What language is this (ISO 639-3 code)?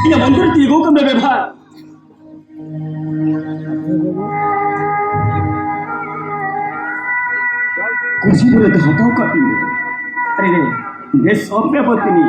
sat